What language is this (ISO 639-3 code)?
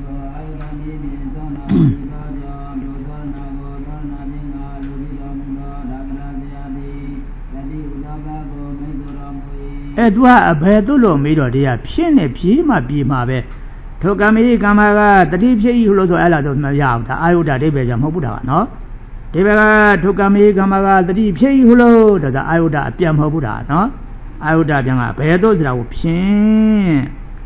mya